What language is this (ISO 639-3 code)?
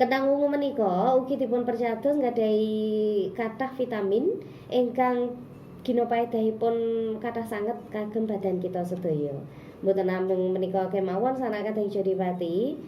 jav